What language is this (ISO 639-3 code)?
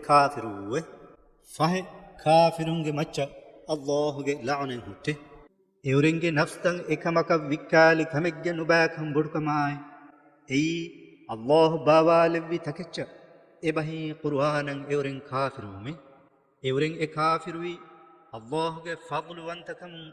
div